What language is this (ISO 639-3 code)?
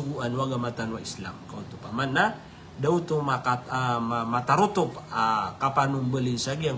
mrw